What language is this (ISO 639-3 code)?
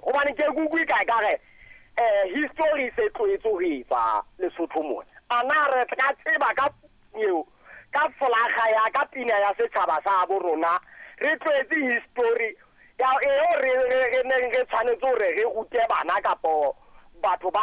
sot